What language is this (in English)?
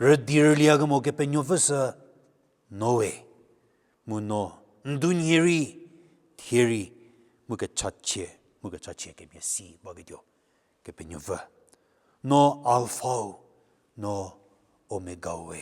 Angami Naga